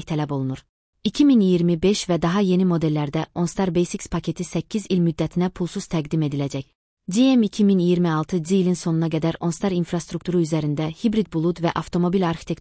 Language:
Azerbaijani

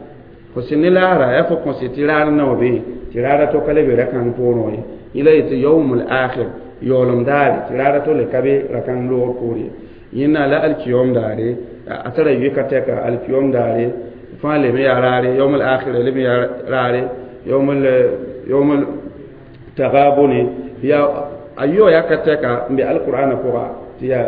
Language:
Mossi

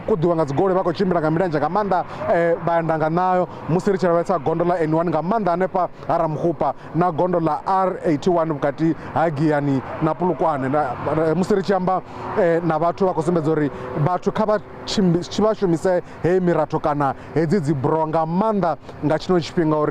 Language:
Venda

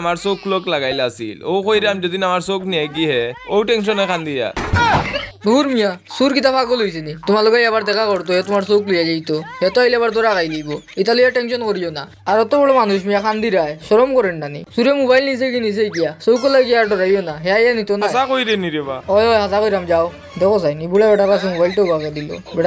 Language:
Sylheti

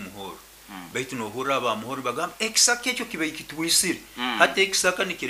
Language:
Nyoro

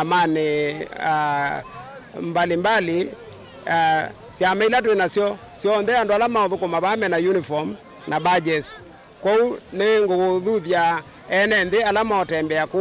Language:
Kamba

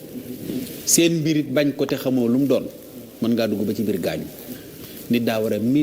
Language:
Wolof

